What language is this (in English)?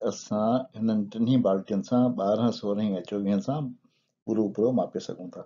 Sindhi